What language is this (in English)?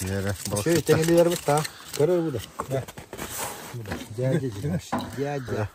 Yakut